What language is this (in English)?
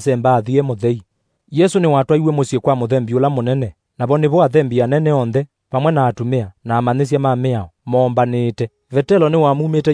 Kamba